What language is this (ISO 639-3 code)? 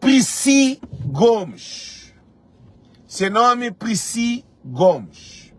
kea